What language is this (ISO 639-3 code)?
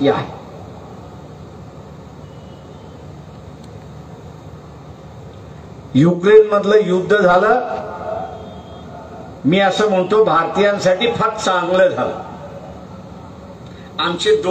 mar